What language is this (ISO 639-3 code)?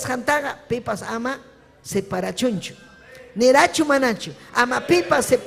quy